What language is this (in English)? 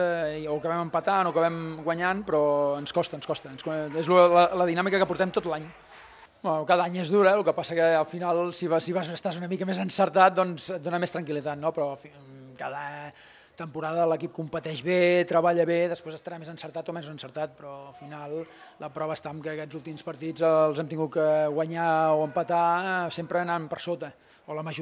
Catalan